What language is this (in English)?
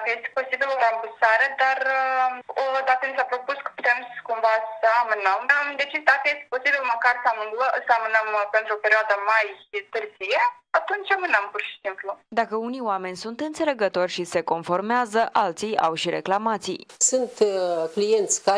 Romanian